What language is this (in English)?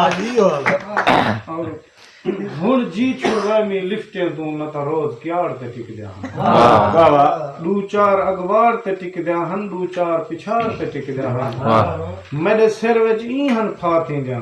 Saraiki